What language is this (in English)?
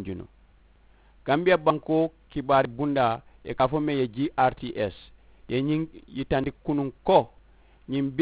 Mandingo